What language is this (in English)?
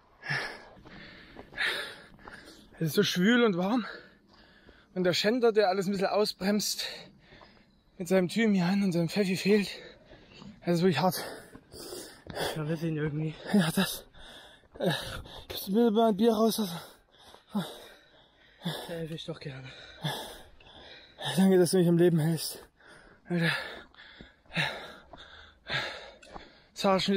German